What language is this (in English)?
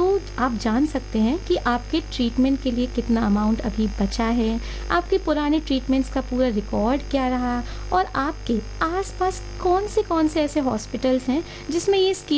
Hindi